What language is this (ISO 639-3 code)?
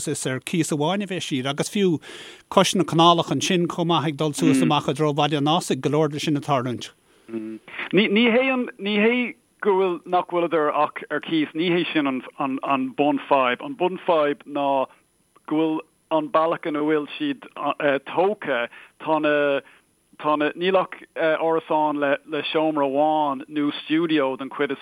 gle